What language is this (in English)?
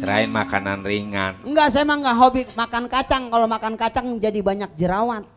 Betawi